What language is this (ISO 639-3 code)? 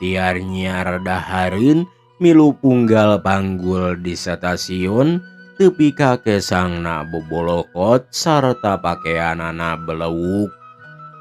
sun